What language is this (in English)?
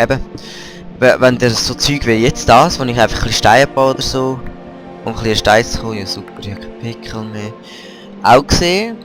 Swiss German